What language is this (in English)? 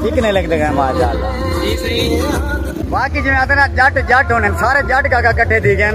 Saraiki